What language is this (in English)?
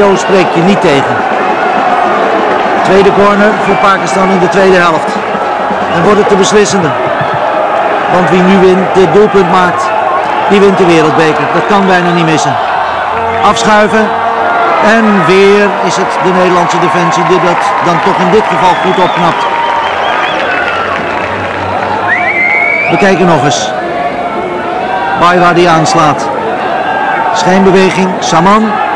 Dutch